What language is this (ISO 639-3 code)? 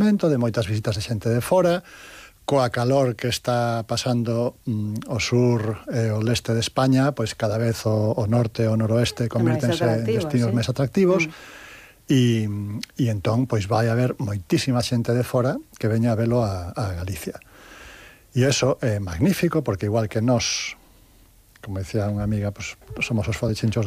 glg